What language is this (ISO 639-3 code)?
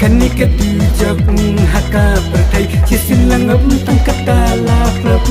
kha